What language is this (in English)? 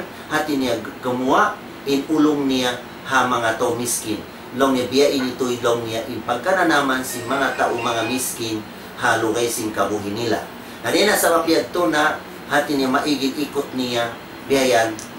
Tausug